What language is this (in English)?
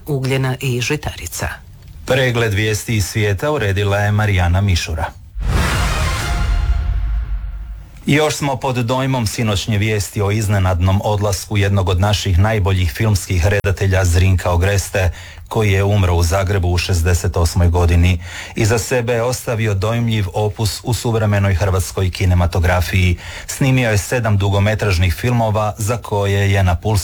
Croatian